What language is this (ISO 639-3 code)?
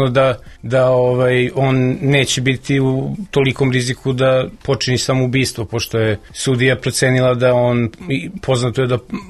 srp